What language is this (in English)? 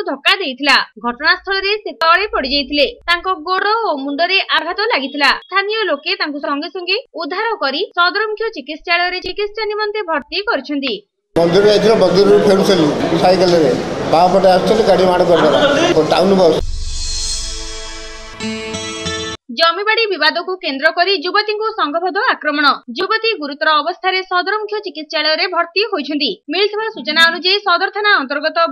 Odia